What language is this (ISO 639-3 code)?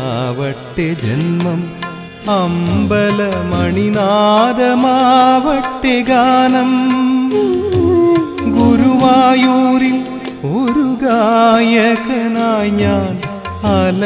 mal